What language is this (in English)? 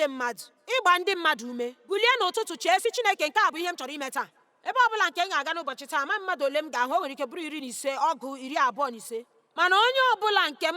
Igbo